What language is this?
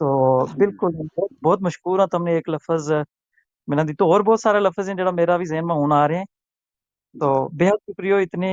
Gujari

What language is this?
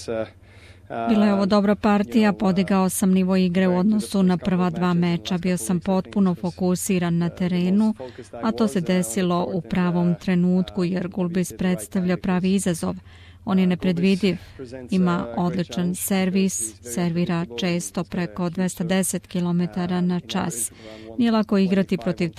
Serbian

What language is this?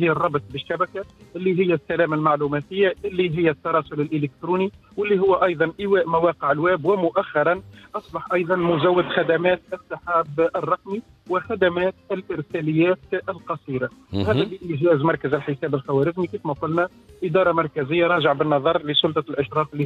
Tunisian Arabic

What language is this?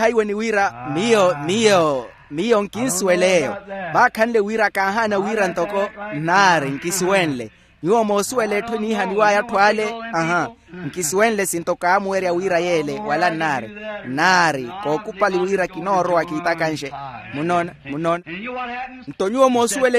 Makhuwa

